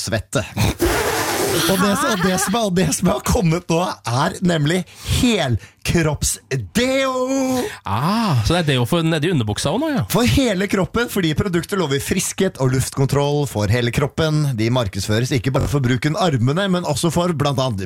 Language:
Norwegian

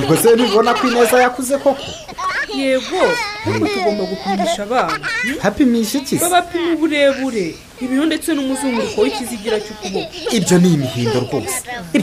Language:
Kinyarwanda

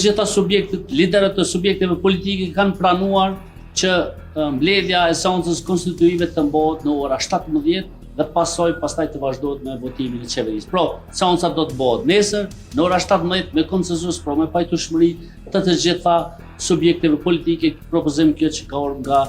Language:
Albanian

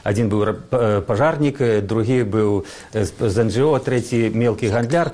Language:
Belarusian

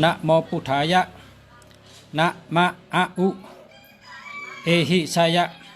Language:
Shan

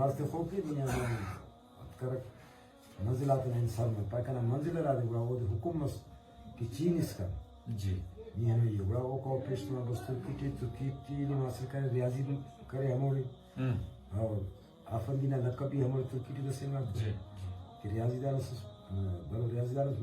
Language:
Brahui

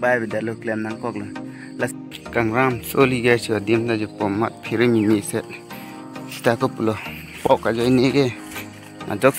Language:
Karbi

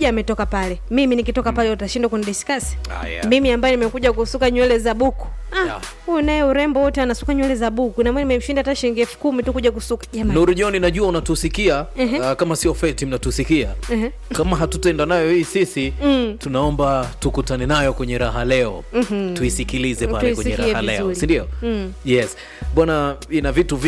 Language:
Swahili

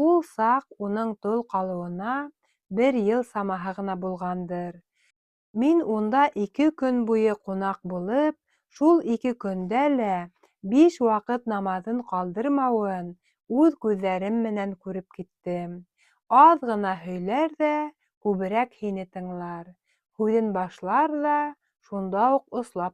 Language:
Bashkir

